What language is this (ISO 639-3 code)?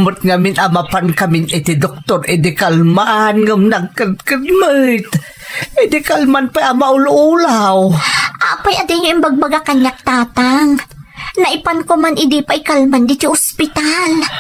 ilo